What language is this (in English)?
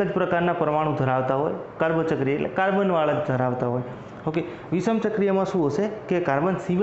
Gujarati